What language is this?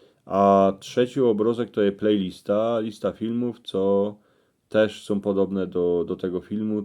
Silesian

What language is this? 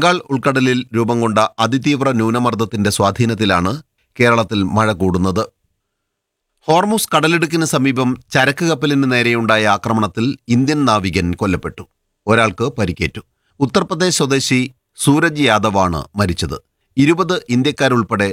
Malayalam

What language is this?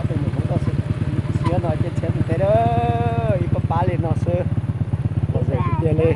Hmong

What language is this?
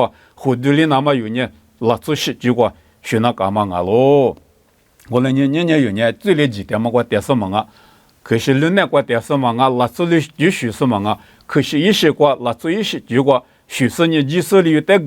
Lisu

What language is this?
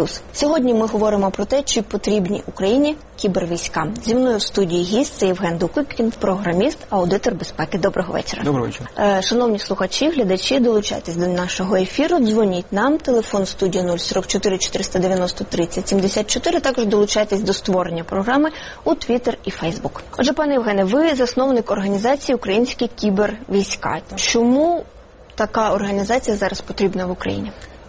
Ukrainian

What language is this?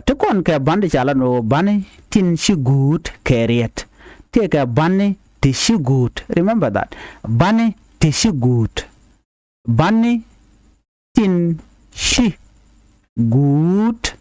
Nuer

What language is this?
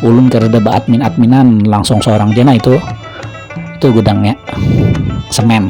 Banjar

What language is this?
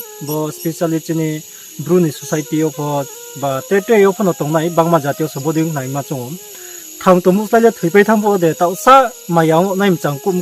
Riang (India)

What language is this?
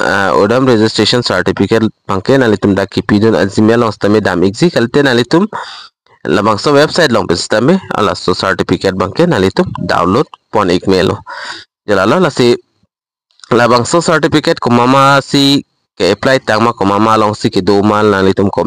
Karbi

